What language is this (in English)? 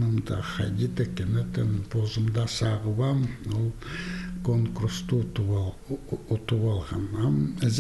Khakas